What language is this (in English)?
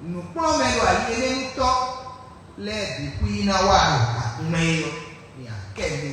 Fon